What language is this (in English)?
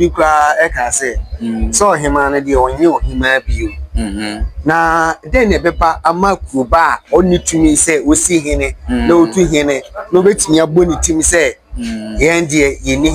Akan